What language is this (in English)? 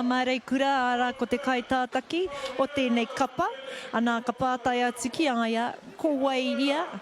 Māori